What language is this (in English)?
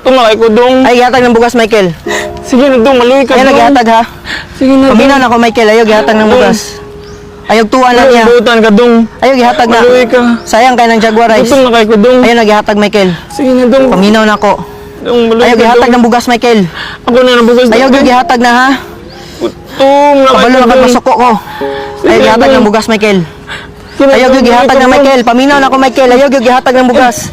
Cebuano